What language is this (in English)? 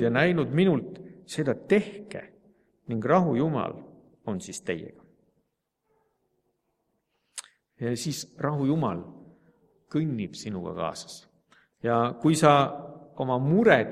Estonian